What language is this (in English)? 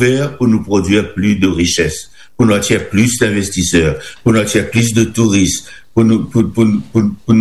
Morisyen